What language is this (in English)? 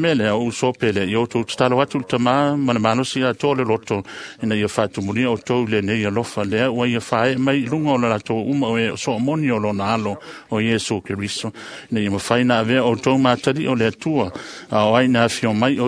Samoan